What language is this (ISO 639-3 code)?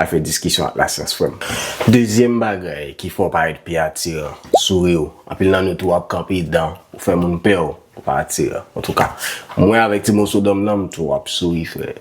hat